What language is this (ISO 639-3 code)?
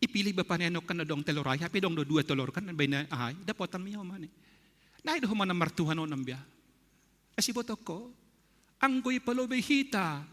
bts